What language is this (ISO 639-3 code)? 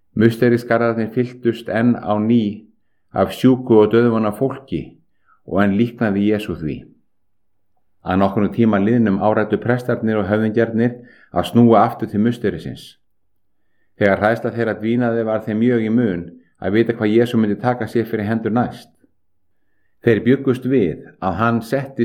isl